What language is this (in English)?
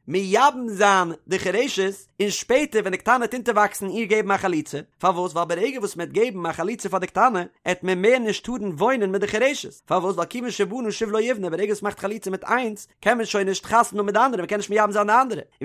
Yiddish